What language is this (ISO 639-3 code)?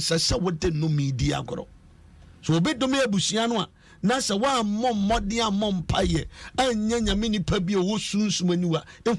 aka